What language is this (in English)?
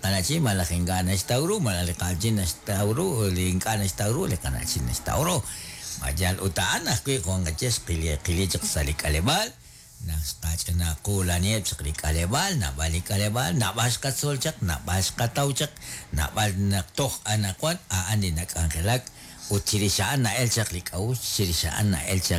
Kekchí